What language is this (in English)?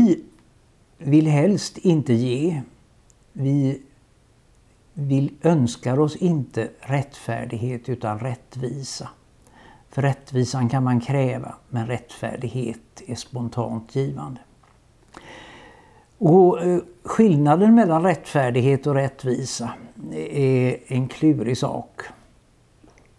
Swedish